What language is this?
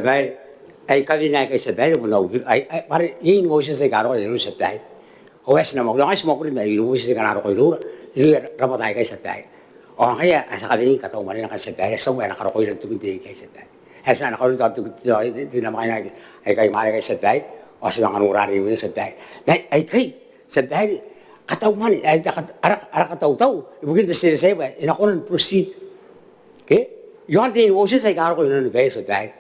Gilbertese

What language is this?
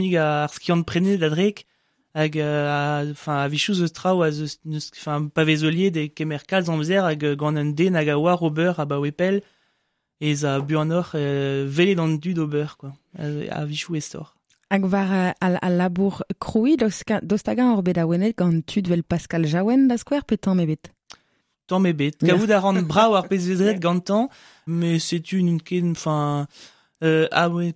Breton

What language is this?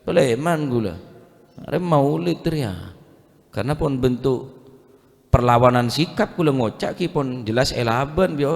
Madurese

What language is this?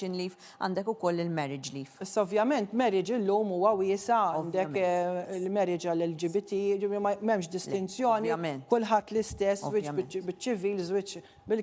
Maltese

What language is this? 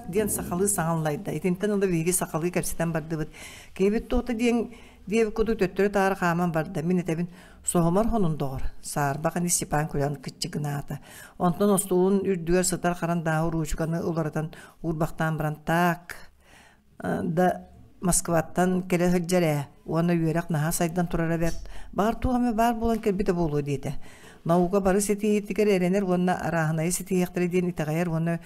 Yakut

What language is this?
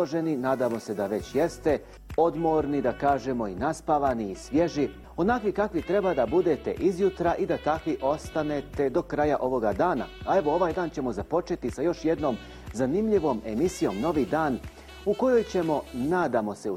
Bosnian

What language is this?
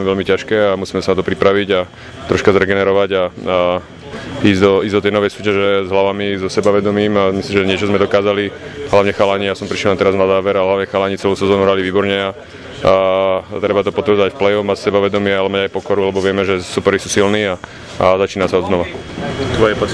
Slovak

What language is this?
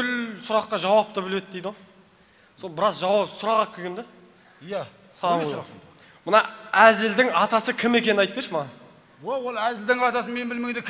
Kazakh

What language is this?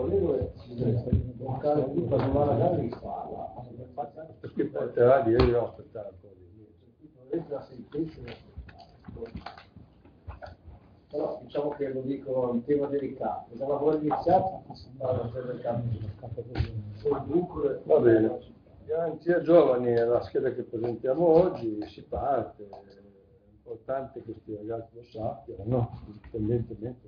Italian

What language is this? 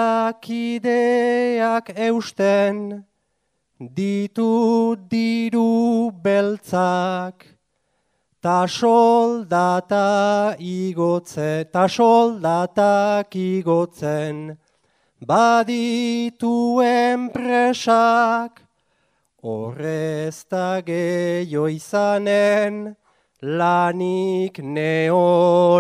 Basque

